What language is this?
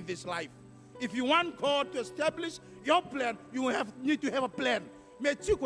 Fijian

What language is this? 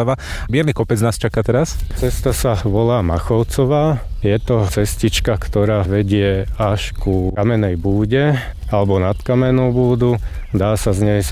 Slovak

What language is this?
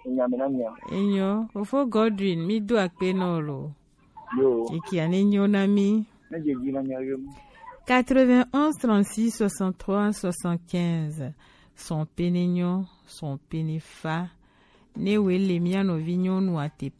Gen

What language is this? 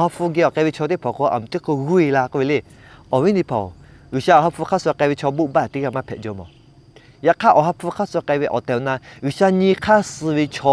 Lahu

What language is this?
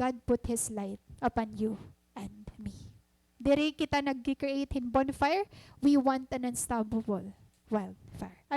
Waray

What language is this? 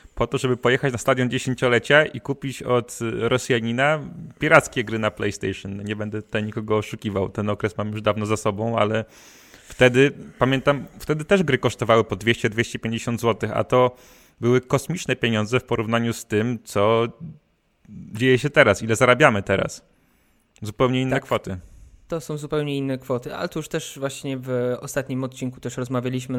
Polish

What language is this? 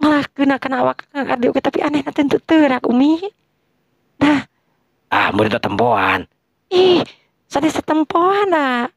Sundanese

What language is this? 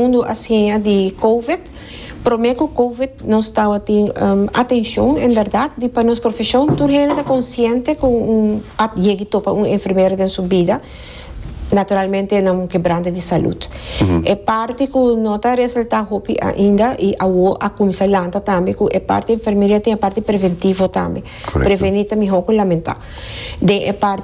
Papiamento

